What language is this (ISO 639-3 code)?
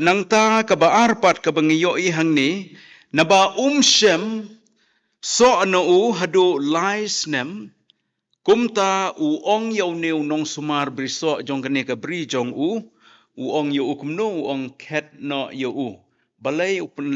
kha